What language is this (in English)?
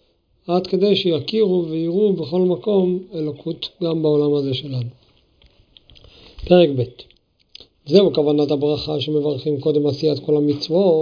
Hebrew